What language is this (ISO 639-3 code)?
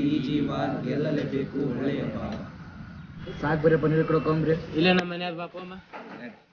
kan